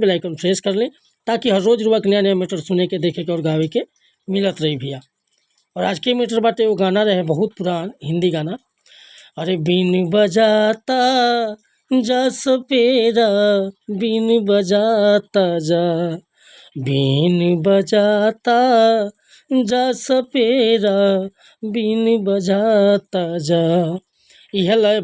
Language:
Bhojpuri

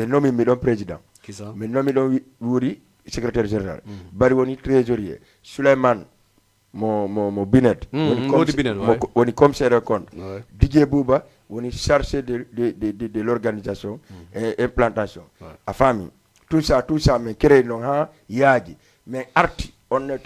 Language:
Fula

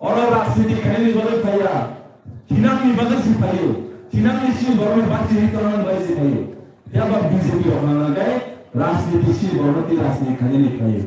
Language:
Kok Borok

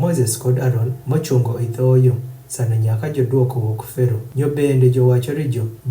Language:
Adhola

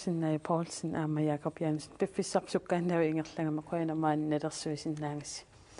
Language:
Kalaallisut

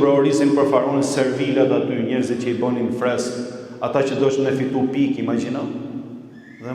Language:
Albanian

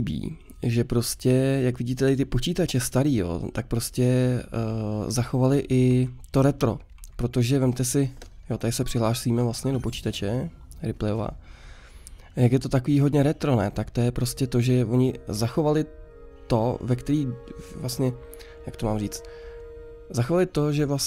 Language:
Czech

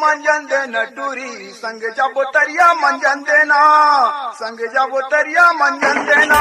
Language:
Chhattisgarhi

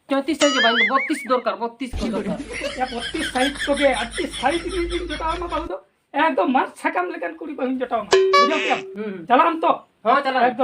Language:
Santali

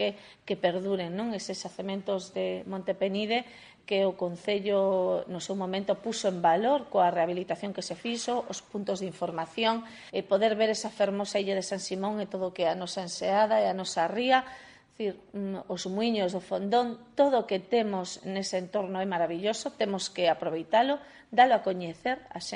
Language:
Galician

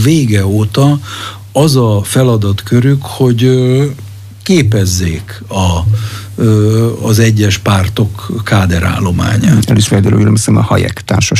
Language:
Hungarian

